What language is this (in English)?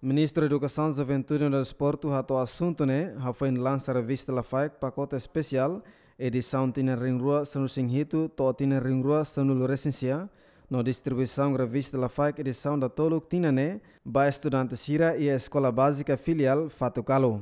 Tetum